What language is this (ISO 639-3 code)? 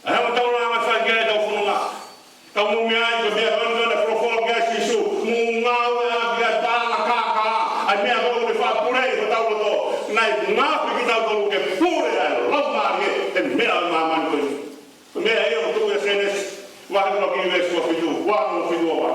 ton